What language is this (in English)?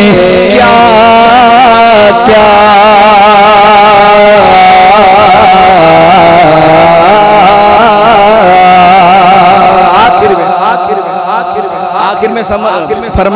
Hindi